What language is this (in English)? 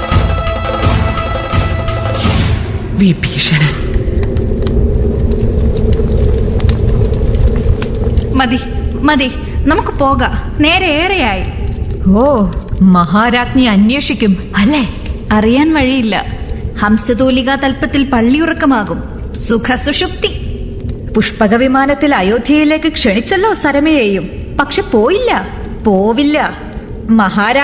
Malayalam